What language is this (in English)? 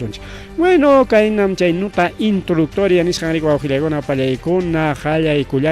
Ayacucho Quechua